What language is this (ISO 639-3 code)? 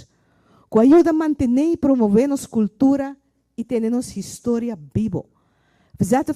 pap